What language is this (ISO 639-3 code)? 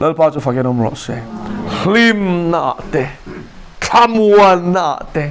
lus